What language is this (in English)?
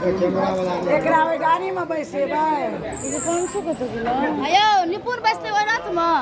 Maithili